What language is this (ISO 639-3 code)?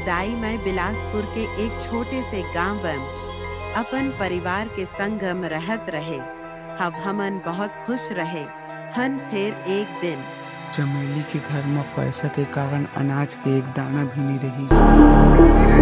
hne